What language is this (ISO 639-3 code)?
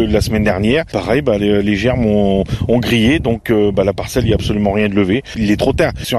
fra